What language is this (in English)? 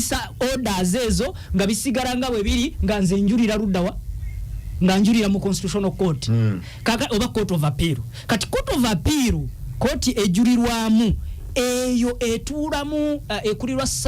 Ganda